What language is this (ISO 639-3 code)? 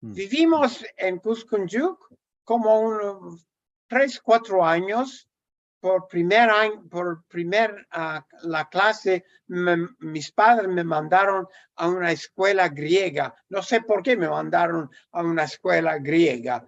lad